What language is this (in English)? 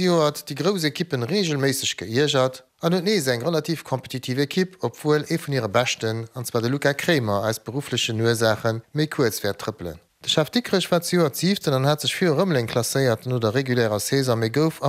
Luxembourgish